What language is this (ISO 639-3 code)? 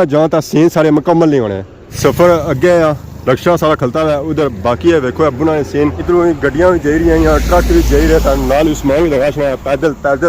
phr